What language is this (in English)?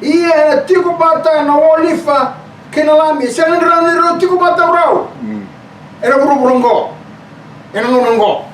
Fijian